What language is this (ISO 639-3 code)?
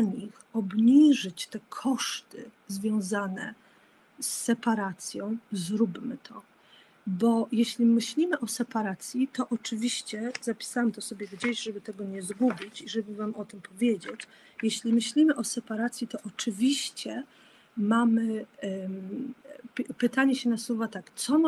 pol